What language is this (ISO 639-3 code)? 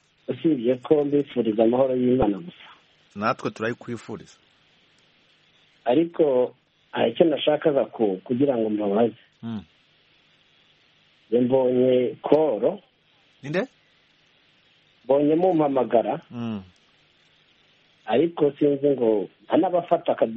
kin